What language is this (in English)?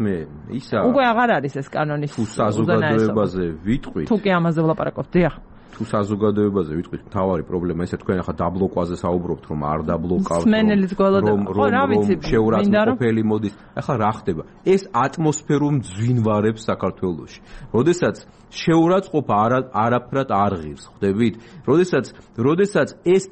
Georgian